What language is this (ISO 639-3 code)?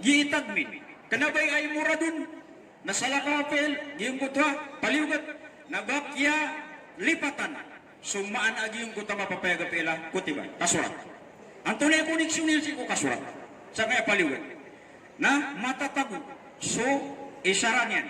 mrw